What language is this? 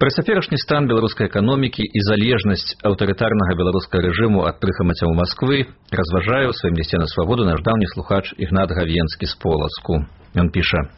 Belarusian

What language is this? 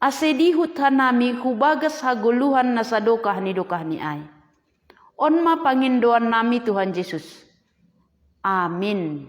Batak Simalungun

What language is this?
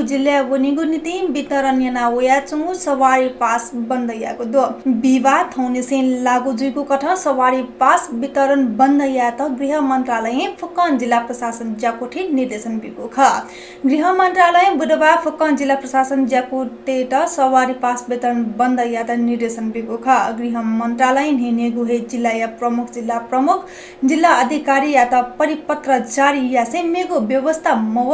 Newari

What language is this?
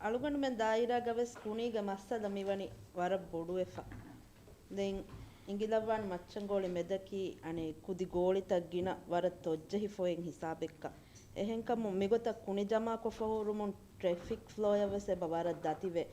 Divehi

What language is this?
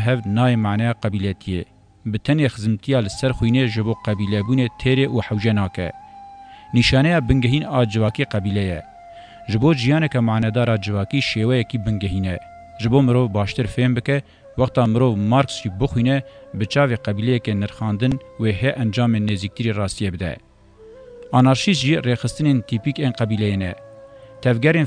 Kurdish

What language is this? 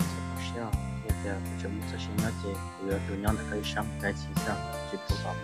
Hmong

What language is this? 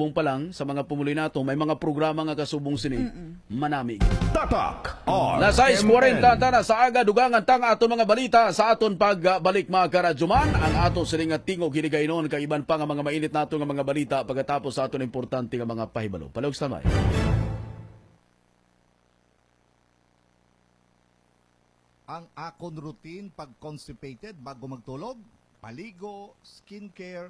Hiligaynon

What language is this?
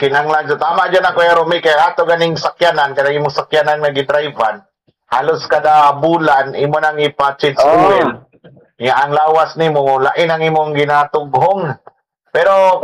Cebuano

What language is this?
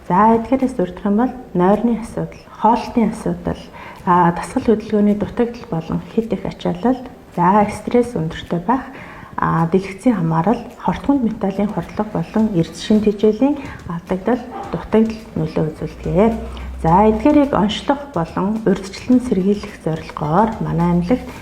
Mongolian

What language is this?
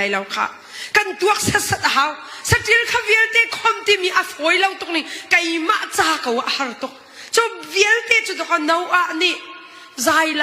Hakha Chin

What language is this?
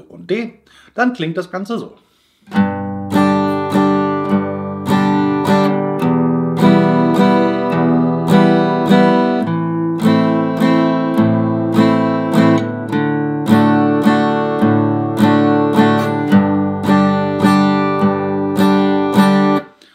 German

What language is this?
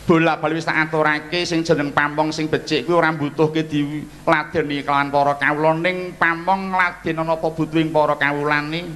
Javanese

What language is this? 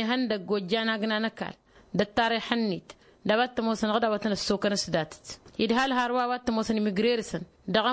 Tamasheq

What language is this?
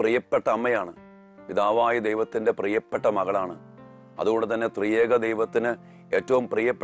Malayalam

